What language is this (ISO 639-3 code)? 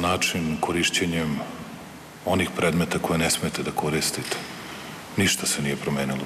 srp